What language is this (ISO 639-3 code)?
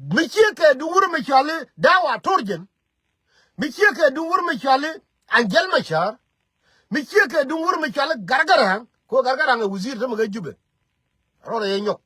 nus